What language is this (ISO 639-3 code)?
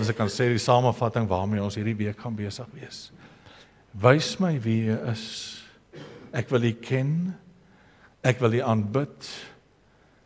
afr